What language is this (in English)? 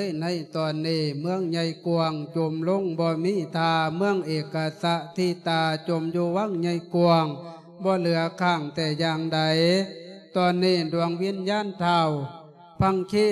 Lao